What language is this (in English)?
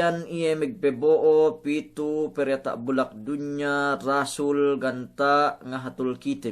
Yakan